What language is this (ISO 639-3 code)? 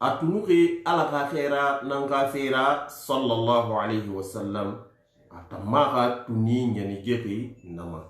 sus